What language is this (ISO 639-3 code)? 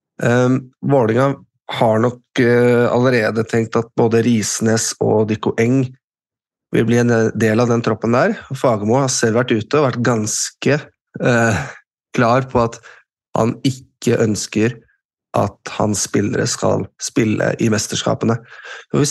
nor